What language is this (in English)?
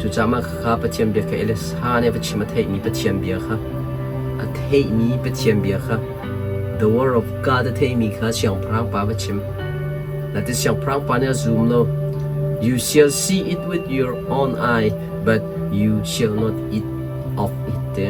Hakha Chin